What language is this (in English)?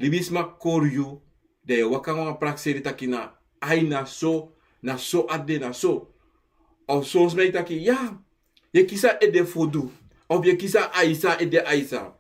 Sranan Tongo